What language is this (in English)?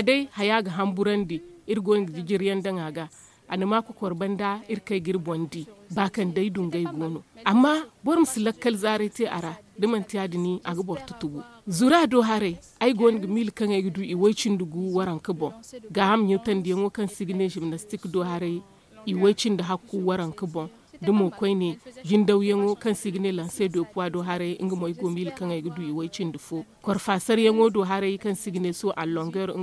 Zarma